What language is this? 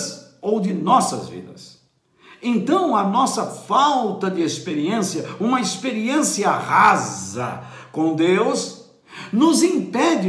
Portuguese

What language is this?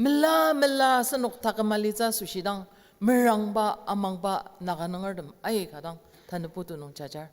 Ao Naga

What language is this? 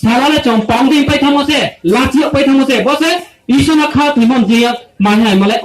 Riang (India)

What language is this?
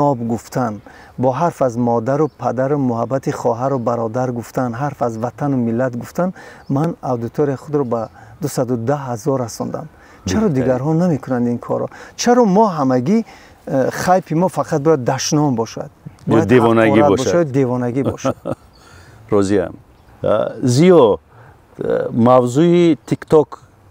Tajik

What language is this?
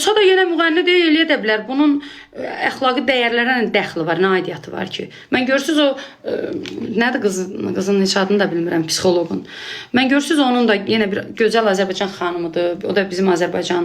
Azerbaijani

